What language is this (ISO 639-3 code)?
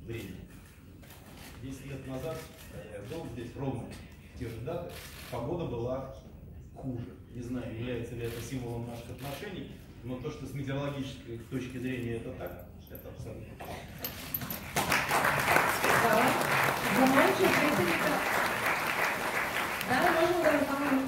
srp